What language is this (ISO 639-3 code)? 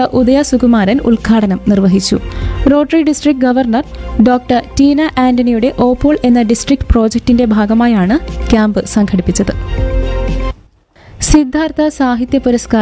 mal